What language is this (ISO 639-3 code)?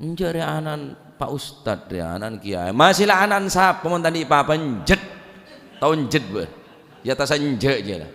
mad